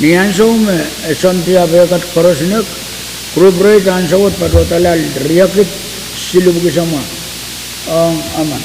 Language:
Pohnpeian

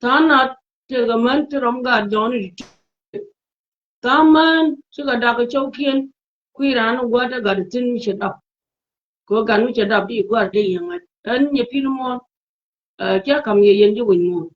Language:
Nuer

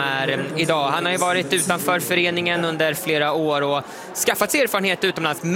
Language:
Swedish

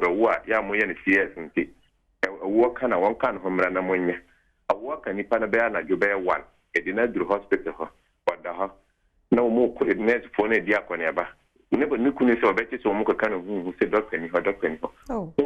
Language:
Akan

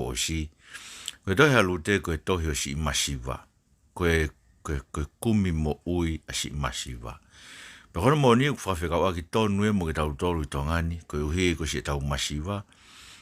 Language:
Tongan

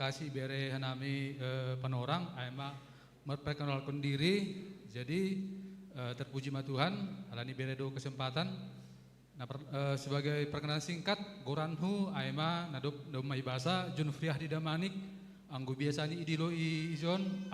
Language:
Batak Simalungun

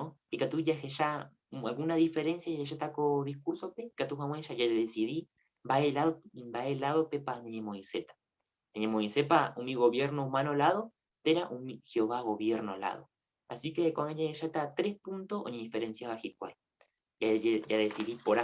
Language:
Guarani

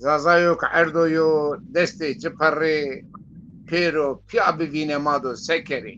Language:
Zaza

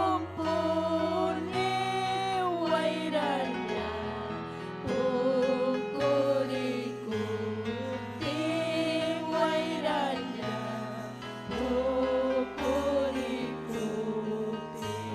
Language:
Ayacucho Quechua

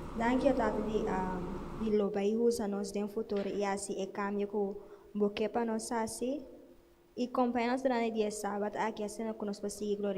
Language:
Papiamento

